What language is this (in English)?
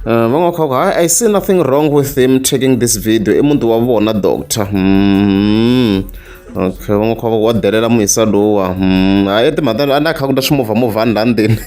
Tsonga